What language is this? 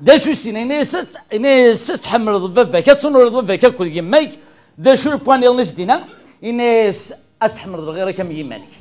Kabyle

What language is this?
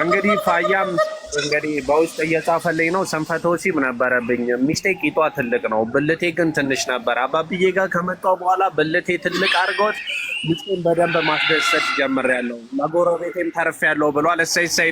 Amharic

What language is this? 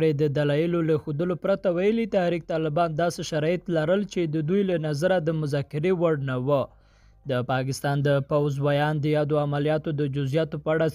Pashto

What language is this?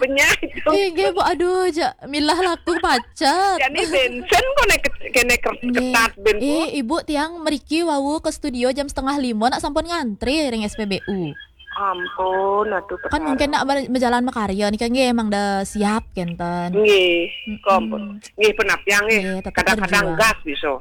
Balinese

